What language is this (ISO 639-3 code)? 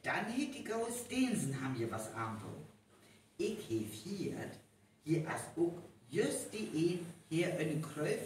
frr